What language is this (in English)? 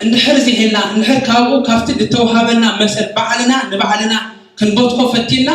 Tigrinya